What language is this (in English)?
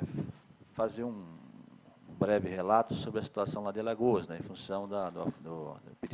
Portuguese